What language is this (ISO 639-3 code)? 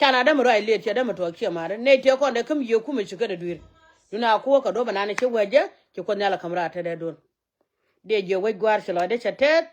nus